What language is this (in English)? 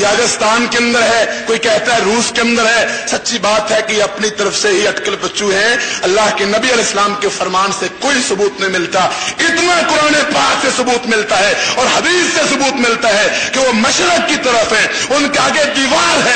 Urdu